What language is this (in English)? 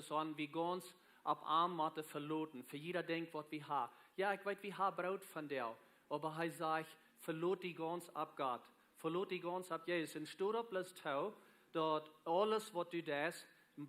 Plautdietsch